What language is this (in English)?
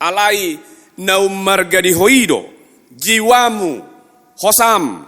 Batak Toba